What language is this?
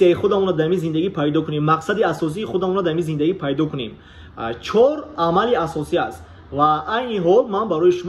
Tajik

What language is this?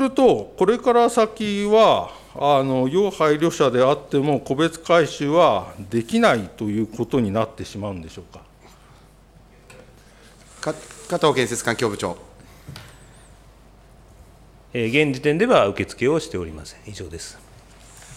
Japanese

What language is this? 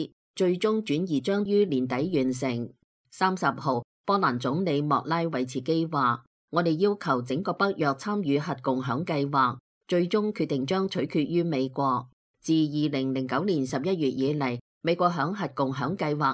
Cantonese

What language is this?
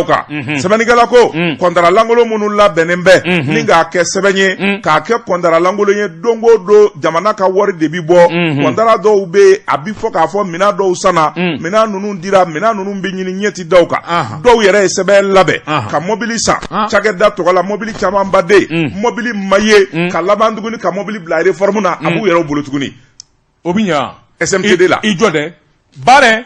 Bambara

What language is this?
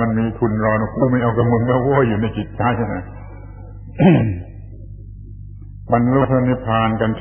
Thai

